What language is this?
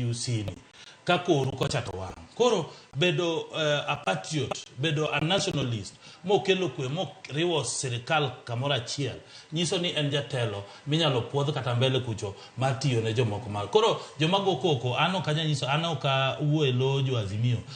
Luo (Kenya and Tanzania)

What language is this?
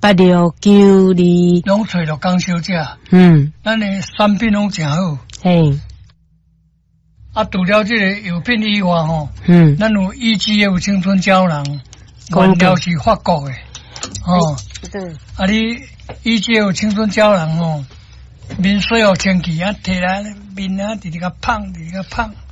Min Nan Chinese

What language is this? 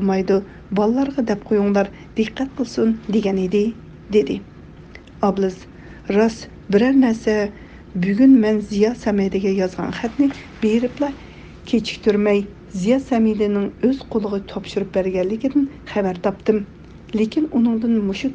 Uyghur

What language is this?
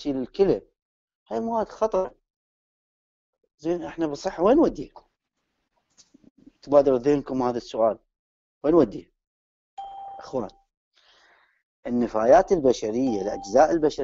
Mesopotamian Arabic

